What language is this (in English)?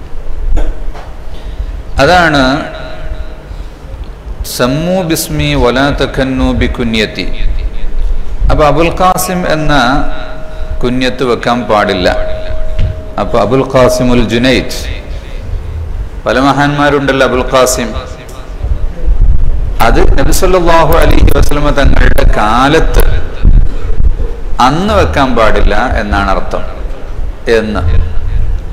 Malayalam